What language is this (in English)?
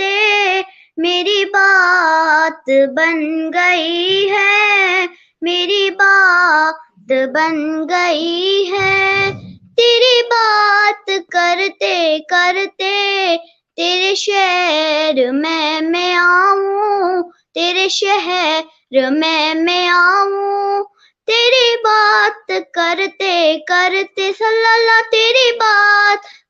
Kashmiri